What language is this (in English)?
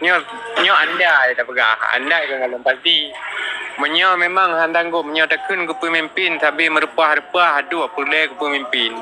Achinese